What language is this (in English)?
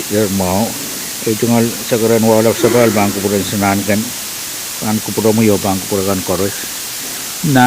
Pohnpeian